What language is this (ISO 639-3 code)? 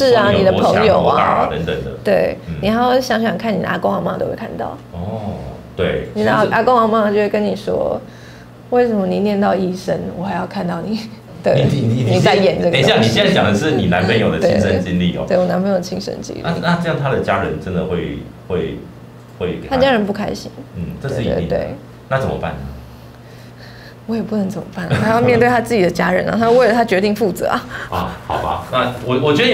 zho